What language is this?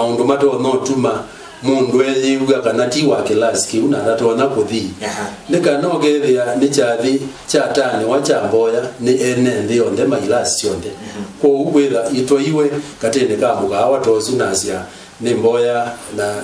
Kamba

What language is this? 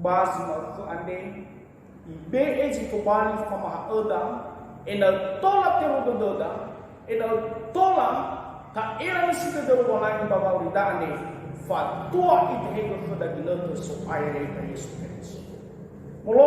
Nias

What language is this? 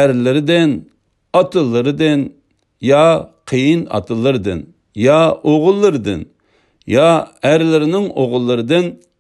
Uyghur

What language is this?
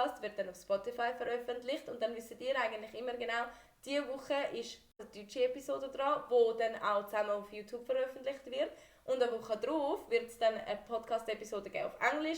Swiss German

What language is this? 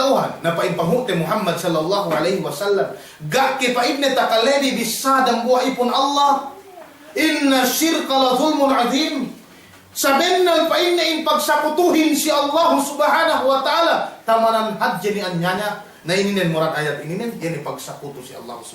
Yakan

